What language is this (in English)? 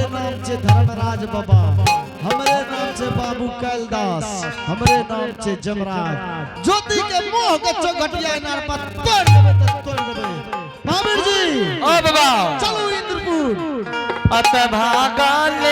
Angika